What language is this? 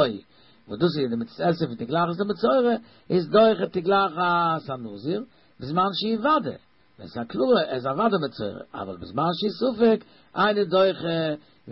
Yiddish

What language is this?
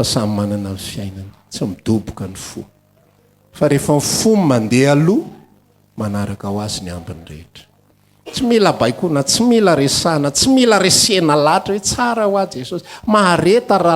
Malagasy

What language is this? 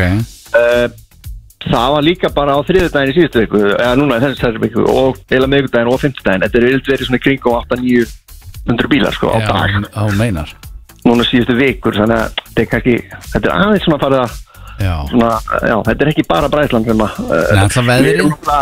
Icelandic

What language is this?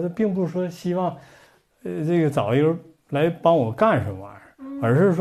Chinese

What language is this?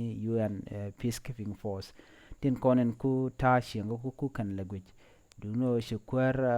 Nuer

